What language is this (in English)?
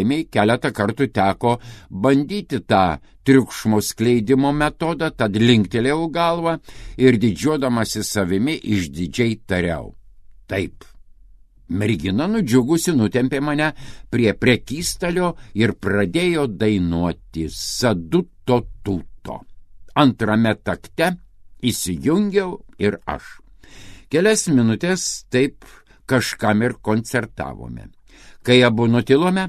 Lithuanian